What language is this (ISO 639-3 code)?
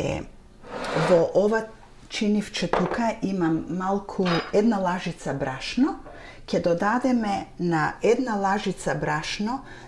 mkd